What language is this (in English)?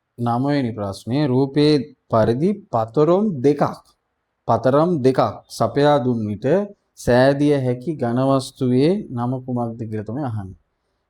Sinhala